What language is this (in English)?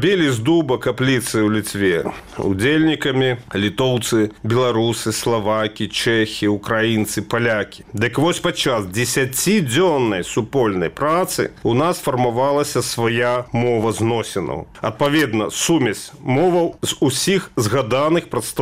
Belarusian